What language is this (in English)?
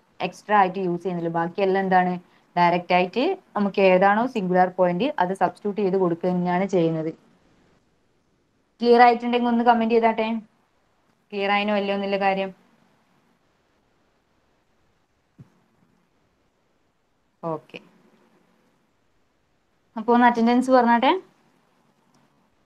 Malayalam